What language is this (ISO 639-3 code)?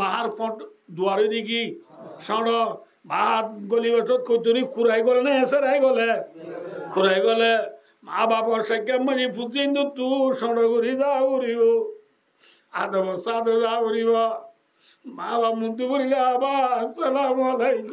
rhg